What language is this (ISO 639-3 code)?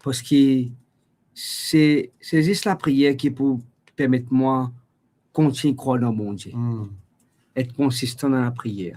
mfe